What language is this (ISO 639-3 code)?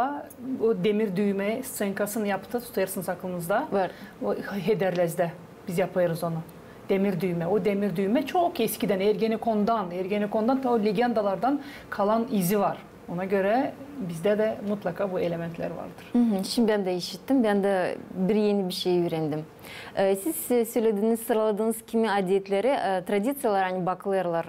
gag